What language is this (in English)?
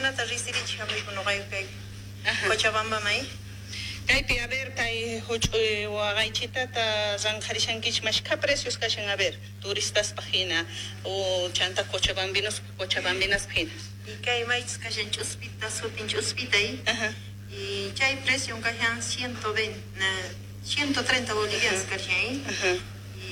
South Bolivian Quechua